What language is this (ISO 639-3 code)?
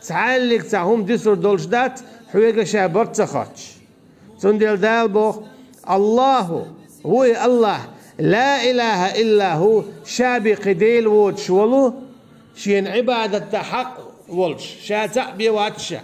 che